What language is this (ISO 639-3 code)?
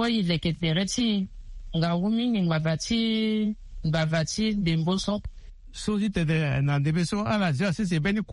sag